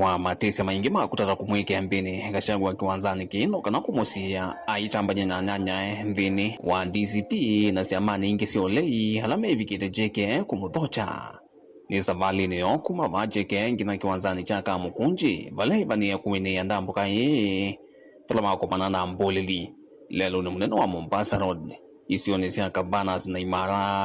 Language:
Kamba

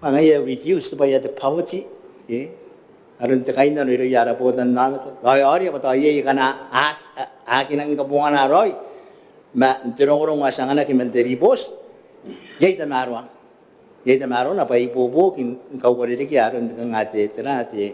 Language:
Gilbertese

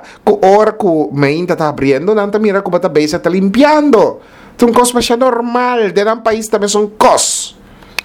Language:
Papiamento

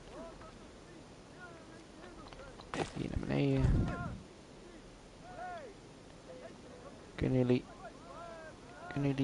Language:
Dutch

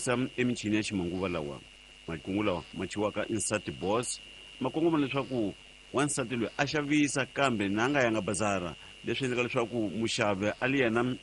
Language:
Tsonga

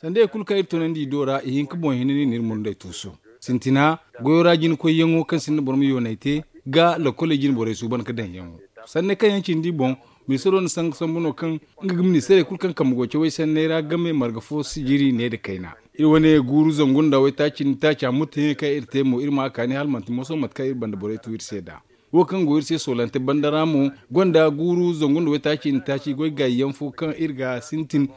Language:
Zarma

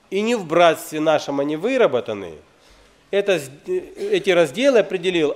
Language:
Russian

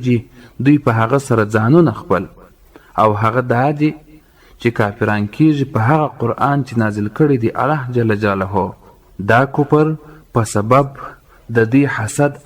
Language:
Pashto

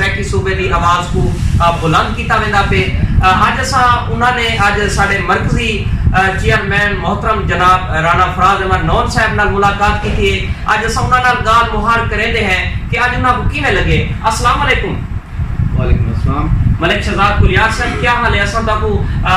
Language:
Saraiki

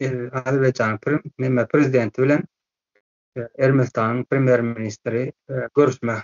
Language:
Turkmen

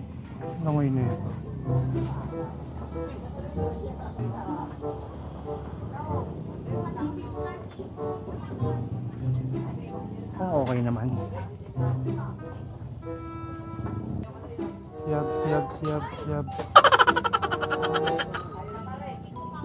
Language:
Filipino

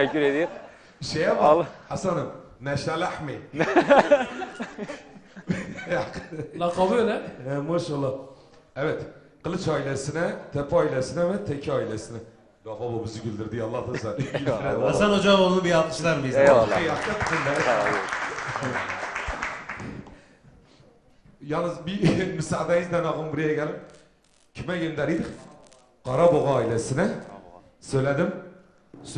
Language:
Turkish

